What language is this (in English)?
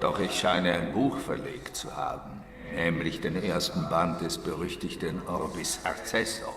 Swiss German